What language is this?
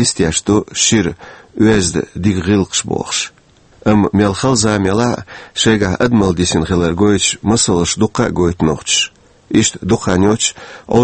Chechen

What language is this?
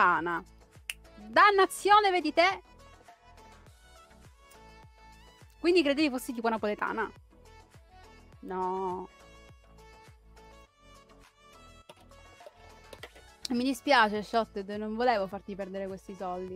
Italian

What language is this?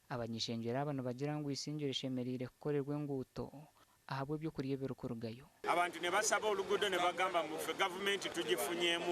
Nyankole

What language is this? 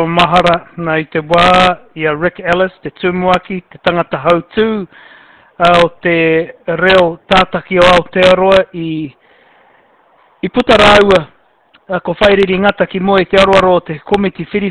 Māori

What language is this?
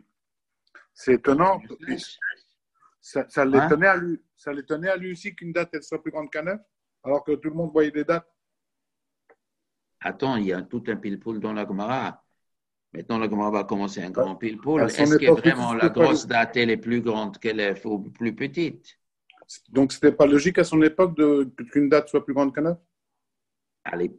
French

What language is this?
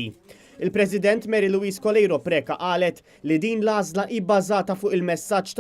Maltese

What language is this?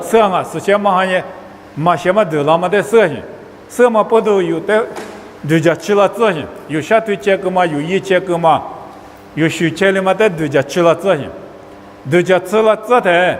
Lisu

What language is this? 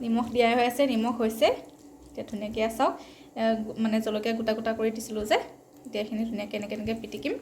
Assamese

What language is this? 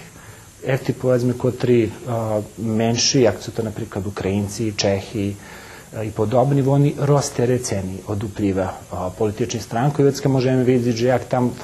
Rusyn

